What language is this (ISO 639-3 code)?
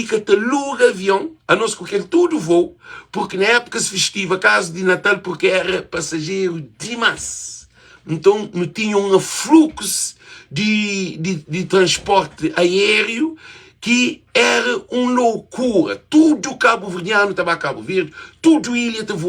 kea